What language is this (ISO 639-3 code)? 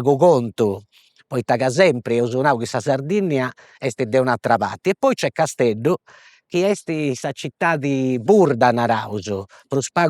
srd